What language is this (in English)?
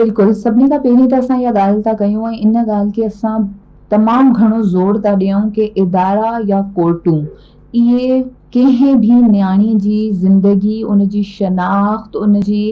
Sindhi